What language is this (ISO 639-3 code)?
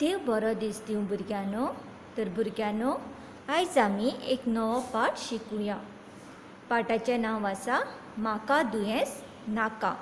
kok